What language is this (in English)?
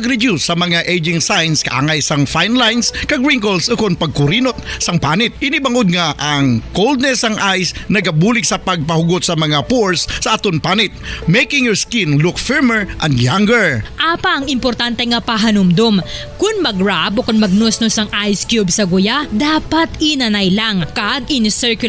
Hiligaynon